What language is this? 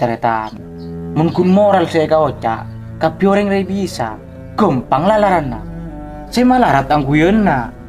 Madurese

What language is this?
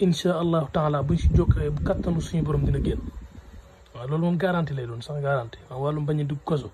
Wolof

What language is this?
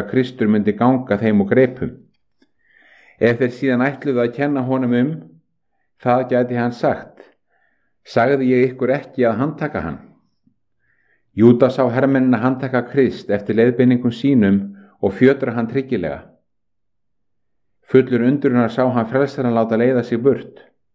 Icelandic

